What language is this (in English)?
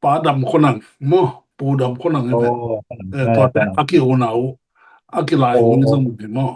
Tedim Chin